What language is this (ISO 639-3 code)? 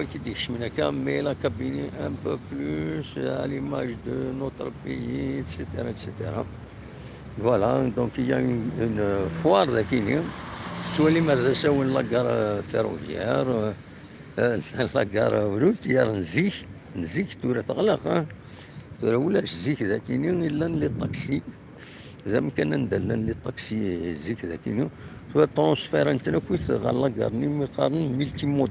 kab